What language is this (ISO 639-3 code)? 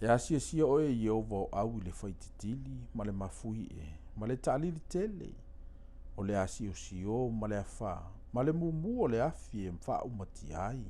smo